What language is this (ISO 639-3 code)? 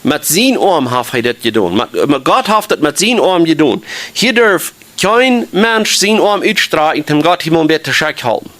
pdt